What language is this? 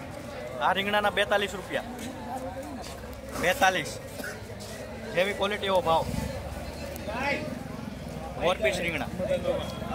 Gujarati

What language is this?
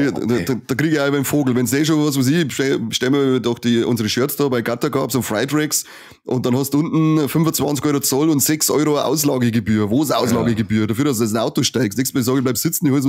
Bavarian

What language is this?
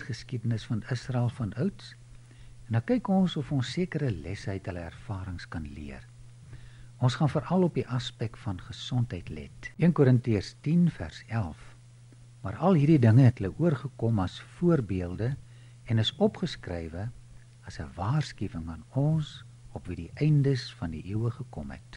Afrikaans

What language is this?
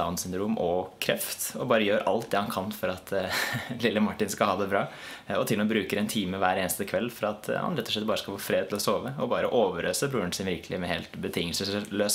Norwegian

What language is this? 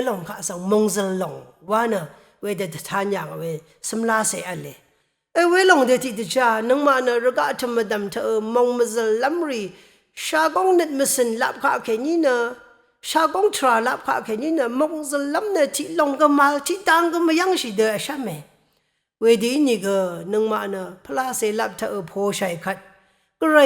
Rawang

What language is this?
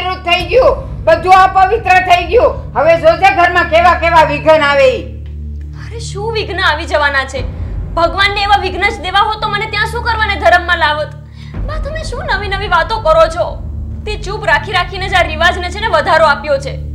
Gujarati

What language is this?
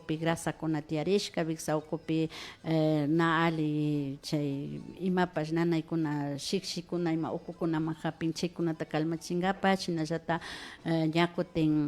Imbabura Highland Quichua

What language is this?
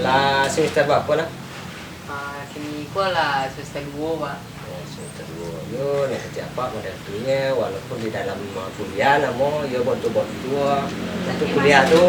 Minangkabau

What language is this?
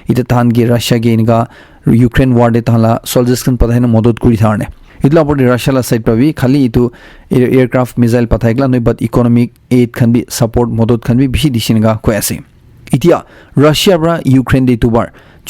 Naga Pidgin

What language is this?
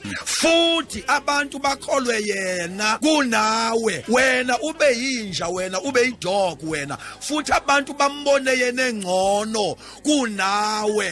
Zulu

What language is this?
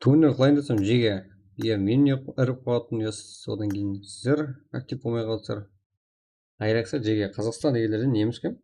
Kara-Kalpak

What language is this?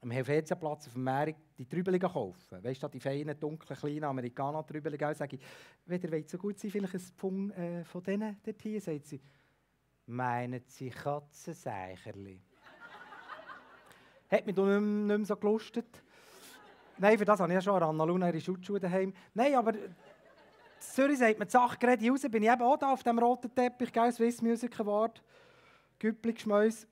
Swiss German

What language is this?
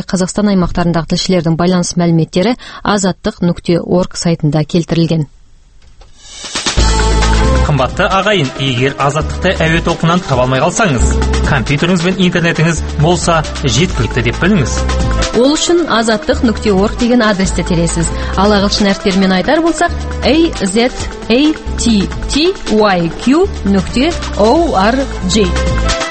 Kazakh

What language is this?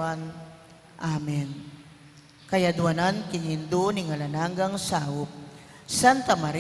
Pampanga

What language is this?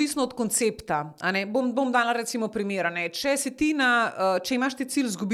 Slovenian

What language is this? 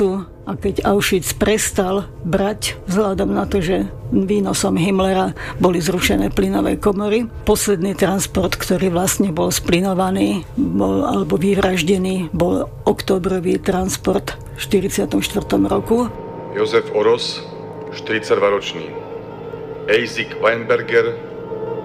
Slovak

